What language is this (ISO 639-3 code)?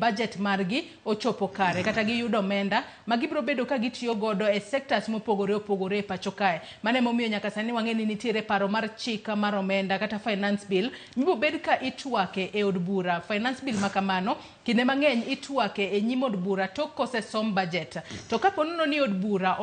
luo